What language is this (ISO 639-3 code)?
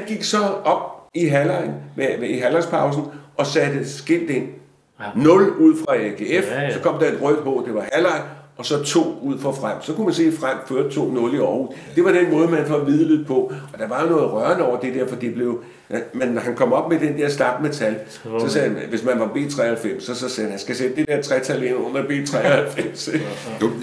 dan